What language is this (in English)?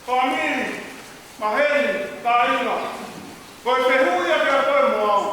Tongan